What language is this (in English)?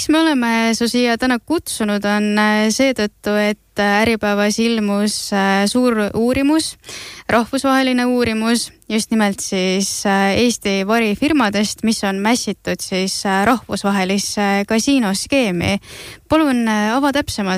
Estonian